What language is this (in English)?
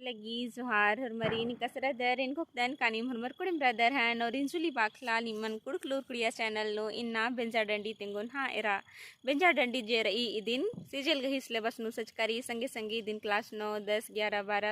Kurukh